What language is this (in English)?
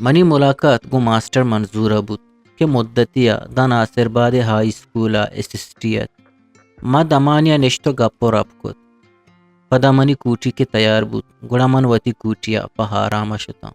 Eastern Balochi